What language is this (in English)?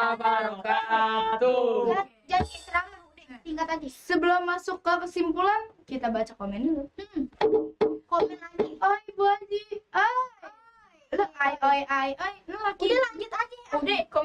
Betawi